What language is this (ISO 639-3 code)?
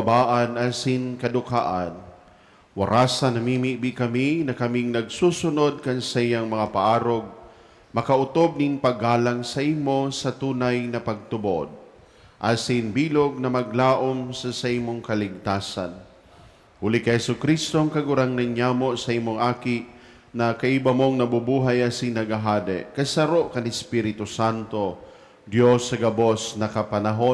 bik